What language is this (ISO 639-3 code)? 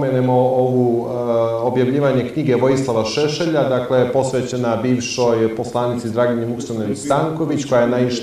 srp